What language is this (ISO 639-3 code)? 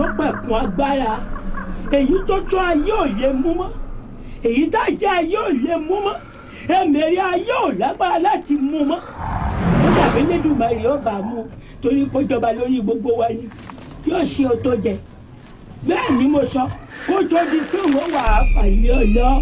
yor